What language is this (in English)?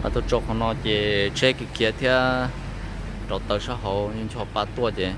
Hmong